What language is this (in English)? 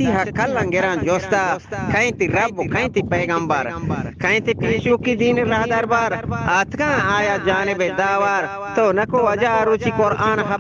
Eastern Balochi